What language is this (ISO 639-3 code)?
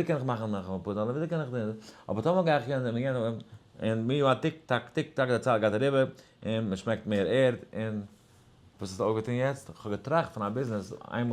yid